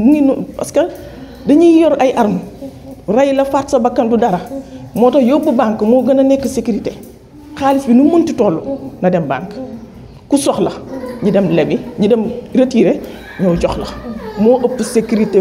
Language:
Wolof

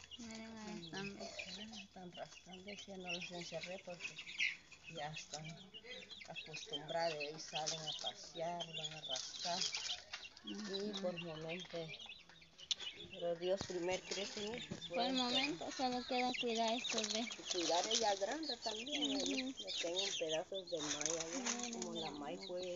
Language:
Spanish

